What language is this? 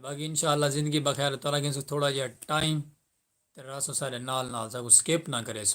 Saraiki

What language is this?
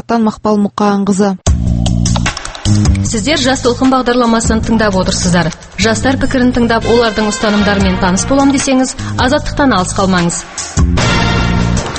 Kazakh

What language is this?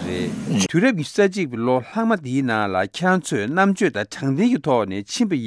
Tibetan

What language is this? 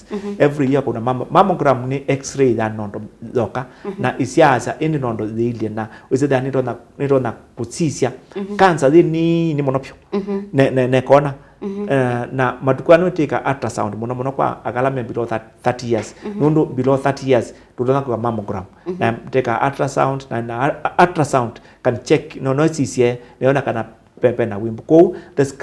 Kamba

